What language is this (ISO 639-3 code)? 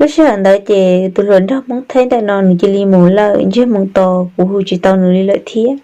hmn